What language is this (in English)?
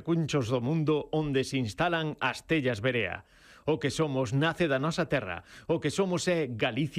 Galician